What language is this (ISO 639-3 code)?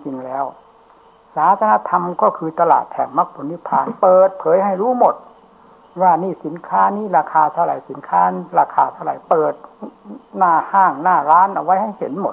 tha